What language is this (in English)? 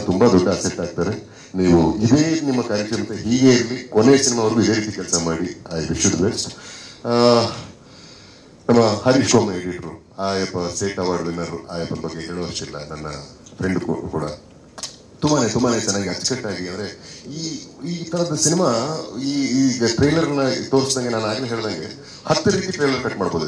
Kannada